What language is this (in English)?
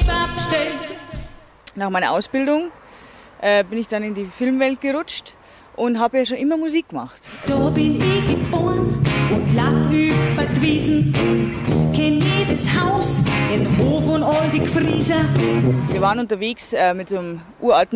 Bavarian